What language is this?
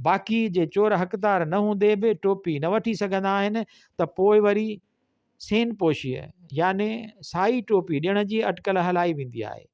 Sindhi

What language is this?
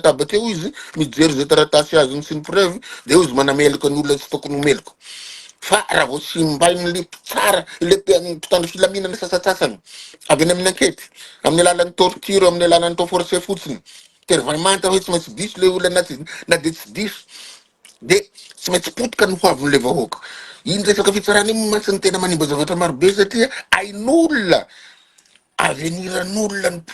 Malagasy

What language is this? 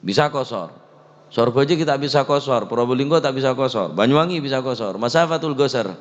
Madurese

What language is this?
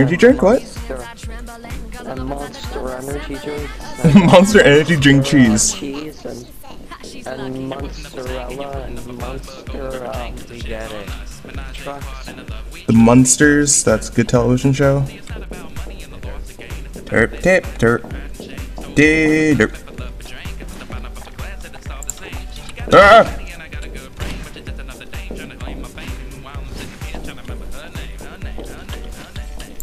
English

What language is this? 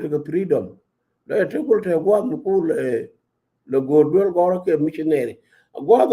Nuer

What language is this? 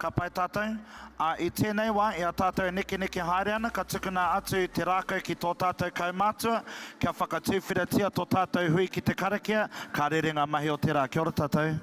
Māori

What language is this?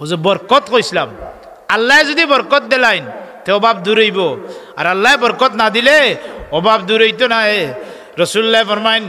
Sylheti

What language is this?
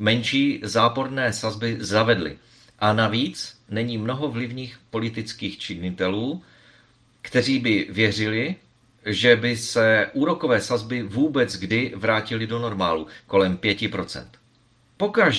Czech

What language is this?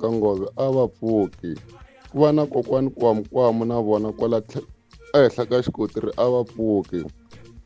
Tsonga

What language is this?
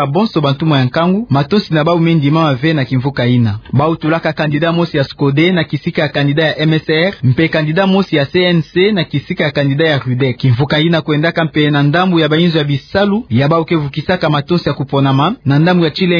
Kituba (Democratic Republic of Congo)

